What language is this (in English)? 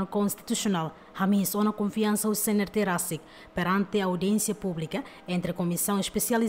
Tetum